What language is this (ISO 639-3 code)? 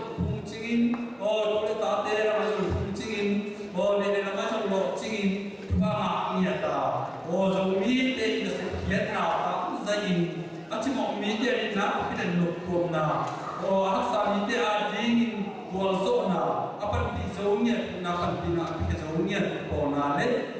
ctd